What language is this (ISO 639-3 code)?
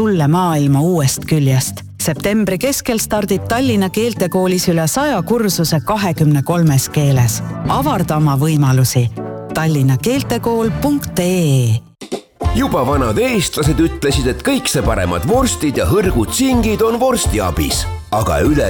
est